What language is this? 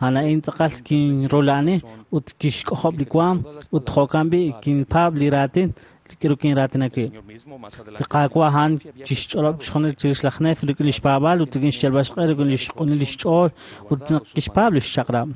Kekchí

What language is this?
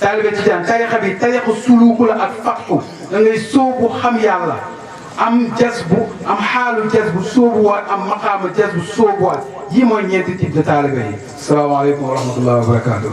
Wolof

